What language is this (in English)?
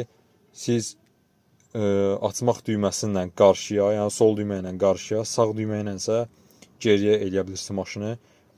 Azerbaijani